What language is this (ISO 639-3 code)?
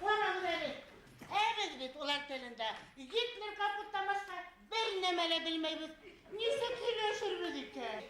bak